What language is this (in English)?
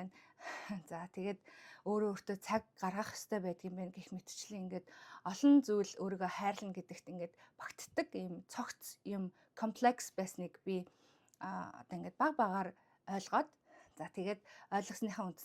Mongolian